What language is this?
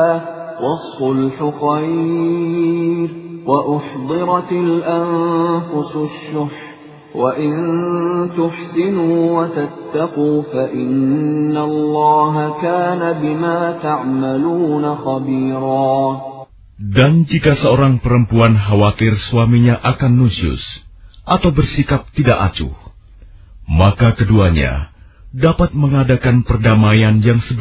Indonesian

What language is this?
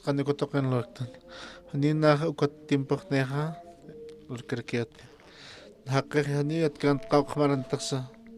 Aymara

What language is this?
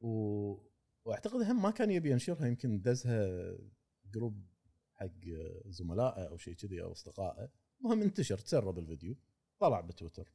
Gulf Arabic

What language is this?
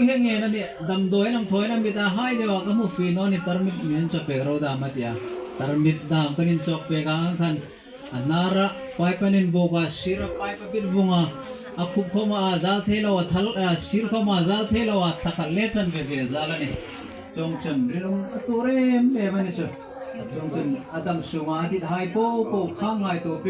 Hmar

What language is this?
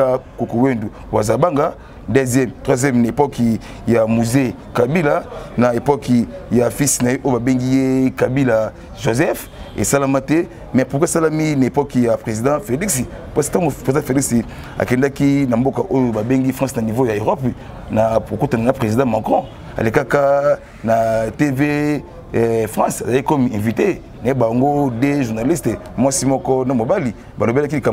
Lingala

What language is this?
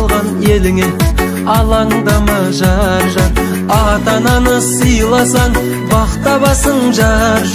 Kazakh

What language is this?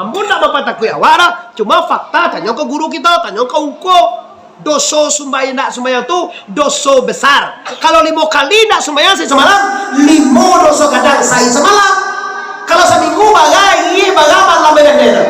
Minangkabau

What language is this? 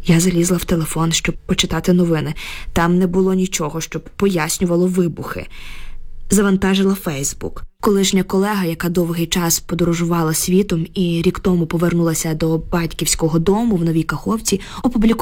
Ukrainian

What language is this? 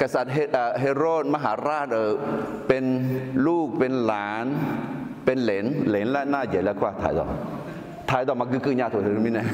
Akha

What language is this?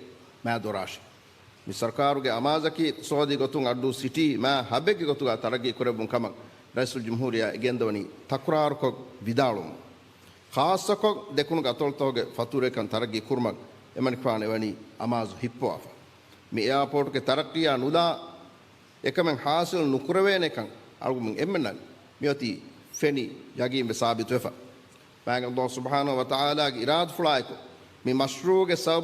Divehi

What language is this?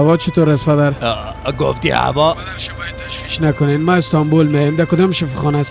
Persian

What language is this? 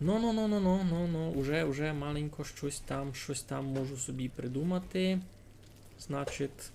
Rusyn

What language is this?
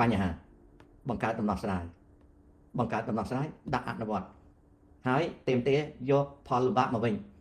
Khmer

